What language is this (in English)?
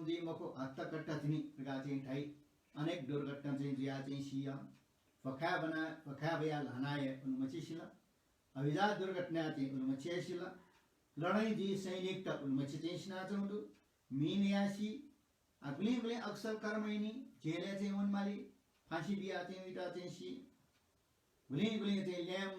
Newari